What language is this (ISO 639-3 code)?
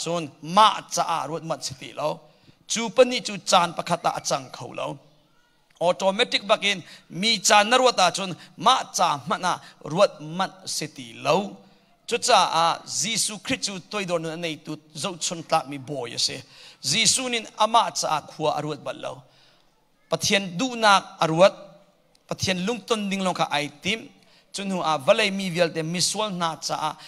cnh